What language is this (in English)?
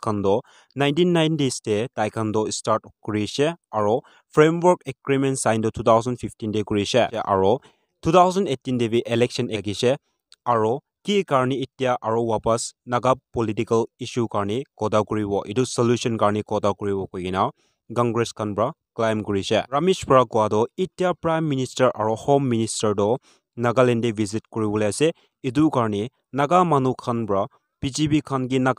Naga Pidgin